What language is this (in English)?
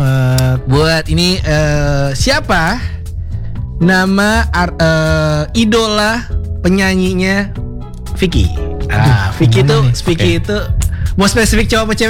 Indonesian